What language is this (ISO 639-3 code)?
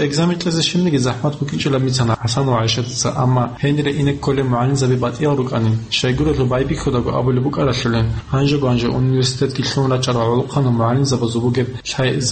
ava